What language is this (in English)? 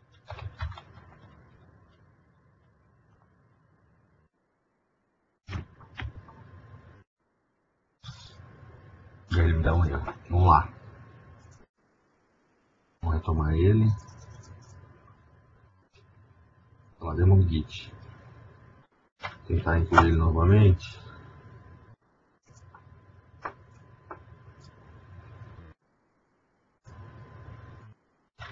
Portuguese